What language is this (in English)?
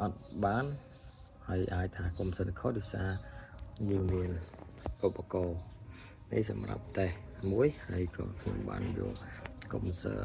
Khmer